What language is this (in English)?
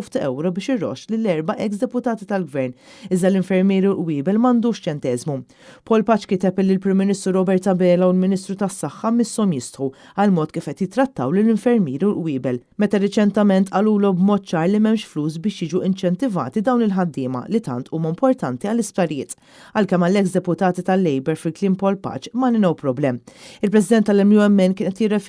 Maltese